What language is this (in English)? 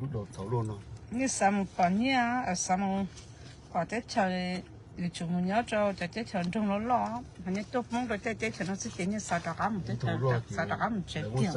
Hmong